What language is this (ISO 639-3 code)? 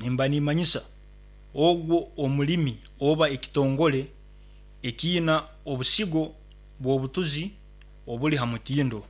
nyn